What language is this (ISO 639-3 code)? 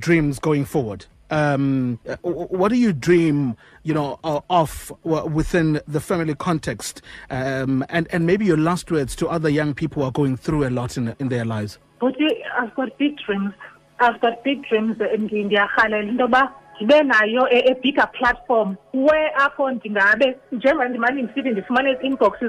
xho